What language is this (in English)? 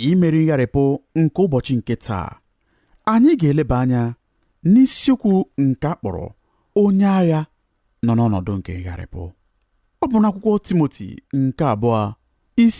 Igbo